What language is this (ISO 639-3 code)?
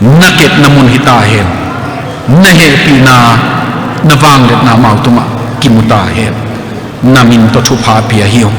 ctd